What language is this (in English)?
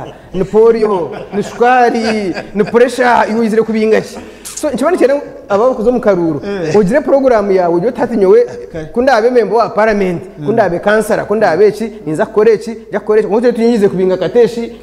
Nyankole